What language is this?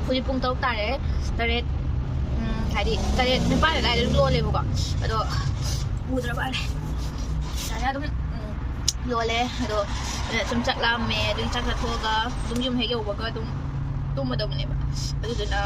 Manipuri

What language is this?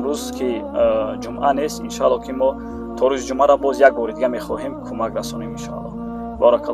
Tajik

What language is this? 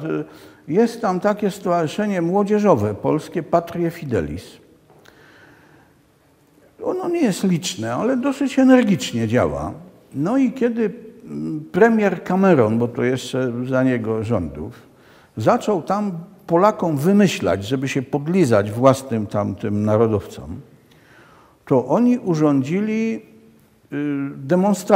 Polish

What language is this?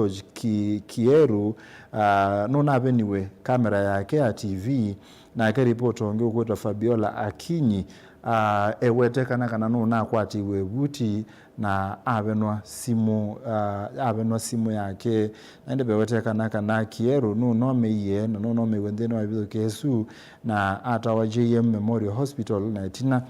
Kamba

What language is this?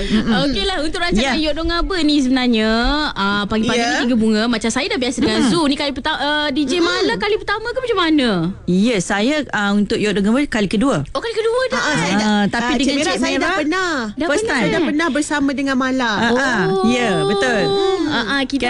Malay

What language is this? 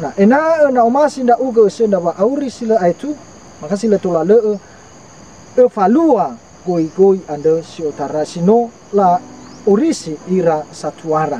Nias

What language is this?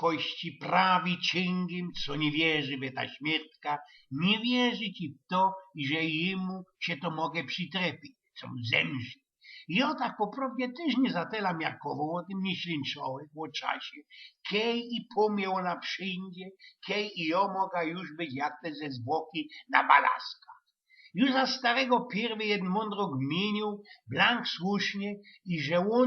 Silesian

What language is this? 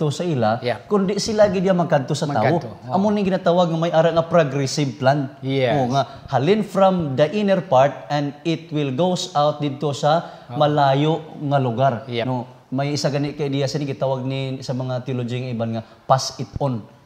Hiligaynon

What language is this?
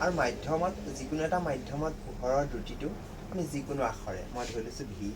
Assamese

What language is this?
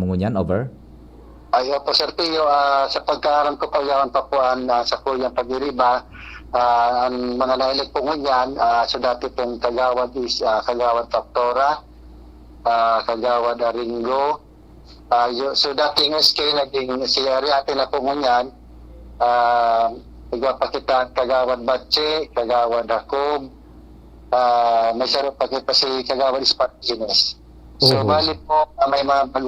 Bikol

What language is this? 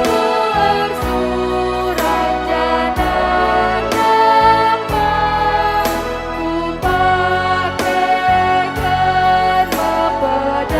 Batak Karo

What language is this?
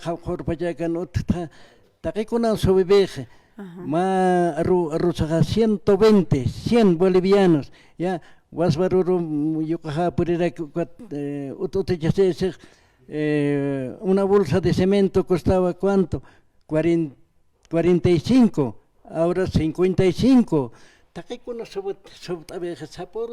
Aymara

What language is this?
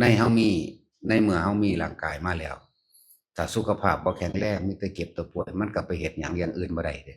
Lao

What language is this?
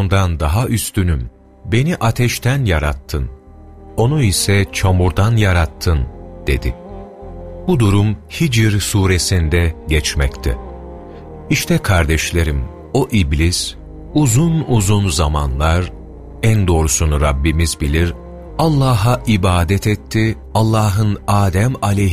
Turkish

